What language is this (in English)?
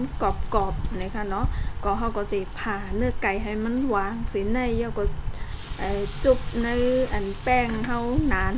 Shan